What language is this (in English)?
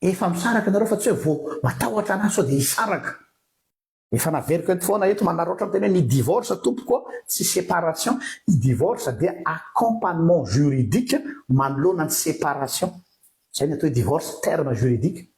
Malagasy